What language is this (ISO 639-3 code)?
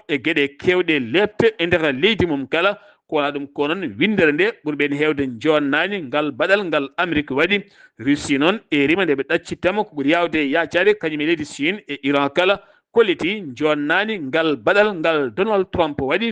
ful